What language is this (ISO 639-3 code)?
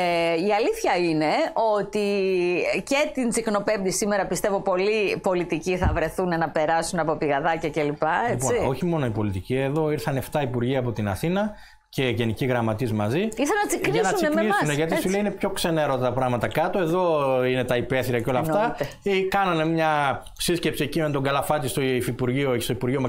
ell